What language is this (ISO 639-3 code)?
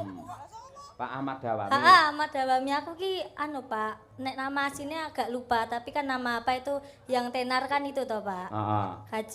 jav